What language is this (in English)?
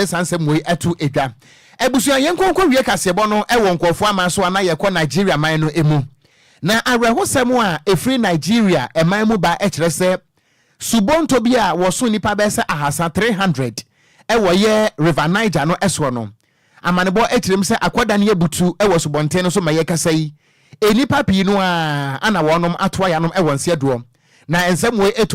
Akan